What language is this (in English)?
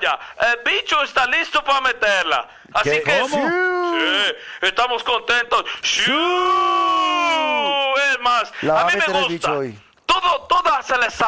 Spanish